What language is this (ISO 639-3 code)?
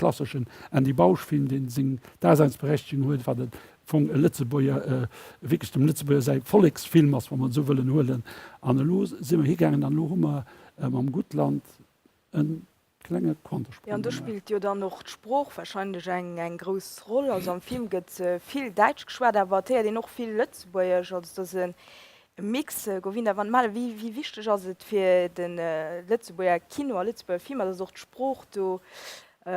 ltz